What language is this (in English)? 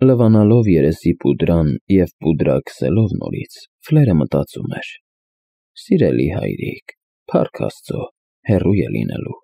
Armenian